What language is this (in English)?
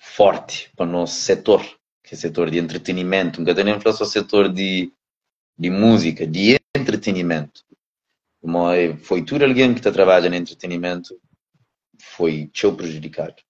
Kabuverdianu